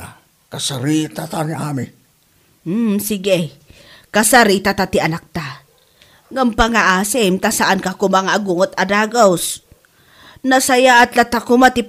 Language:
Iloko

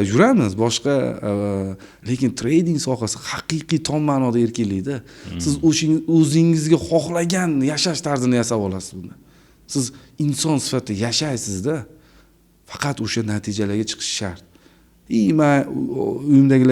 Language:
Uzbek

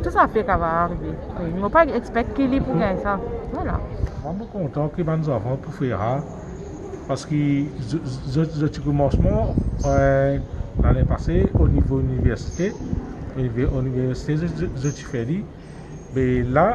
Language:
Morisyen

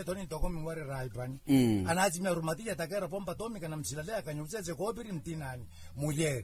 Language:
Makhuwa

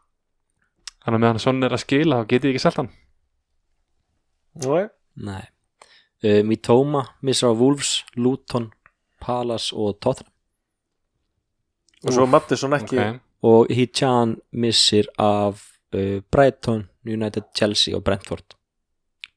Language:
Icelandic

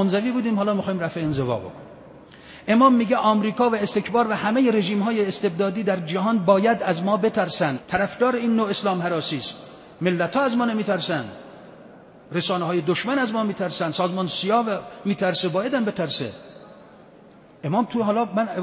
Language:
Persian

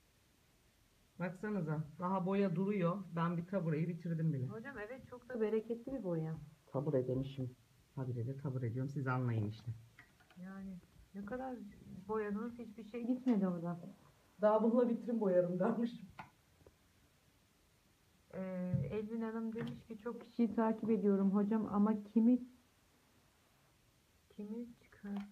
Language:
Turkish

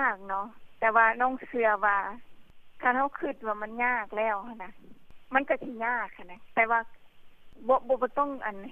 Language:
Lao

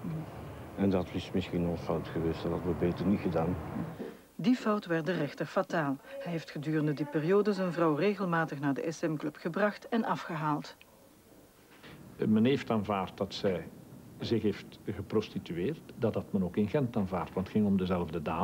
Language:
Dutch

